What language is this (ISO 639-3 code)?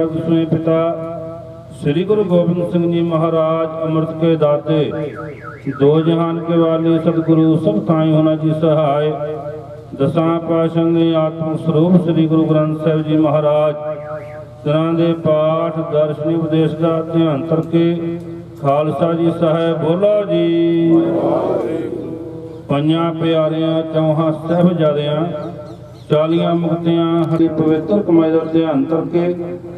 pan